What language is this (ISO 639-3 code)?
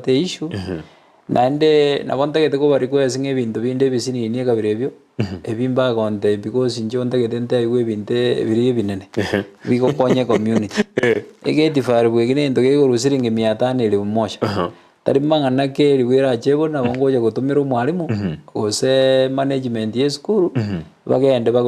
guz